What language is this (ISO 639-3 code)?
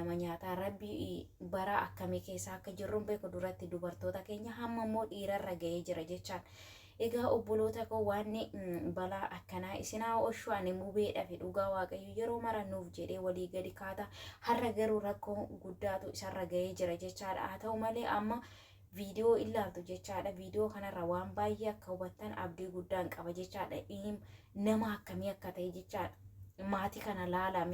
orm